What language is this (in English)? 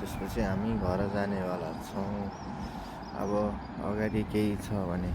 Nepali